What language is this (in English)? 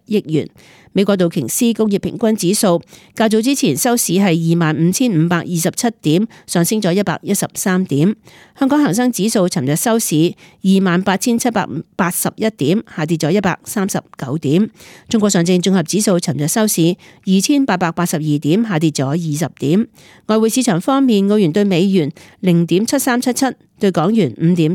Cantonese